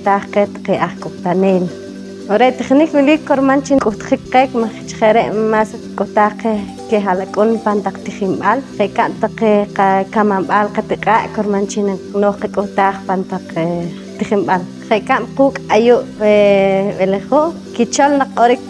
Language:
Poqomchi'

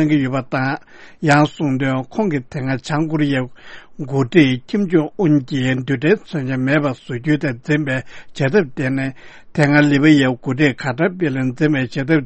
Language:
Tibetan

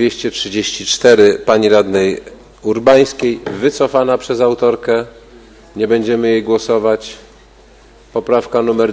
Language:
Polish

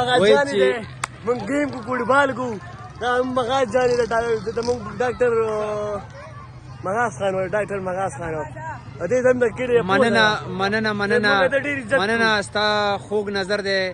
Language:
Pashto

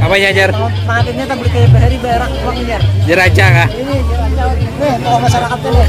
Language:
Banjar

